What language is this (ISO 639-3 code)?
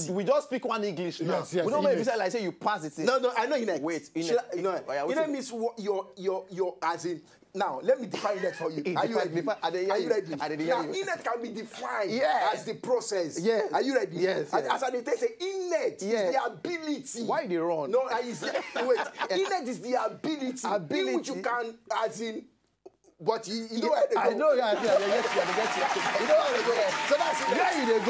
pcm